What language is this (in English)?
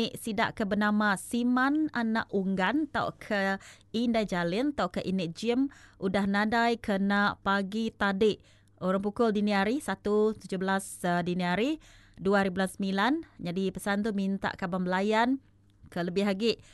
Iban